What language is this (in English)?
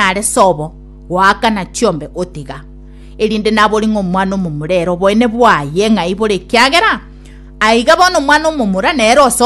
Gusii